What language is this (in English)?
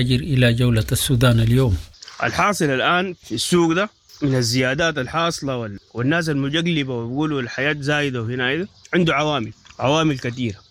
Sudanese Arabic